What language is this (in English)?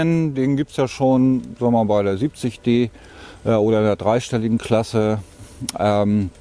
German